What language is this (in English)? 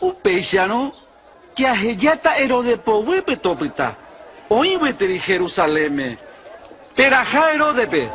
Guarani